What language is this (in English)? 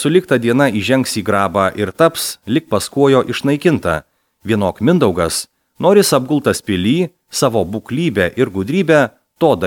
Lithuanian